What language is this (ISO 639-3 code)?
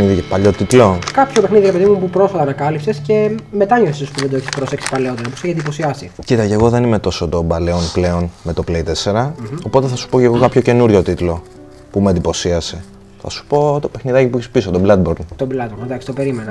ell